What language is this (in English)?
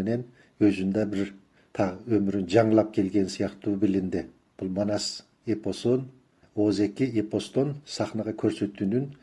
Kyrgyz